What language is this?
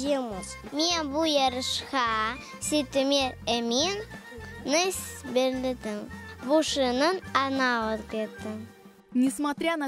Crimean Tatar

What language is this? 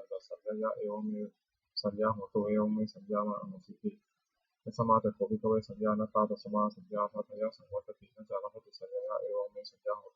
Pali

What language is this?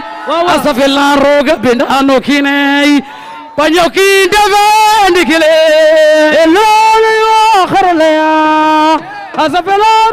Wolof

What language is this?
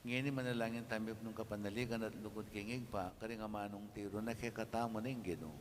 Pampanga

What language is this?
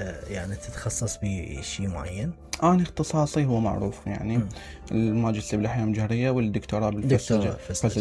Mesopotamian Arabic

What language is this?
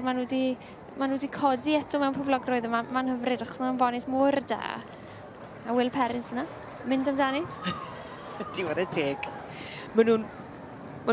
Welsh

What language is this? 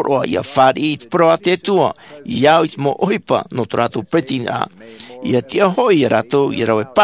Tahitian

